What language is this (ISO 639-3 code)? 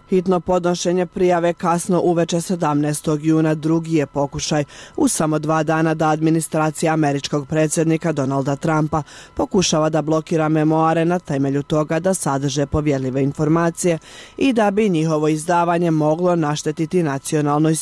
bos